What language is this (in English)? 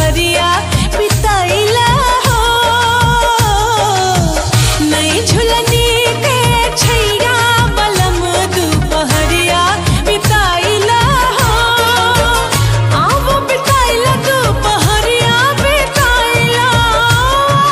Bhojpuri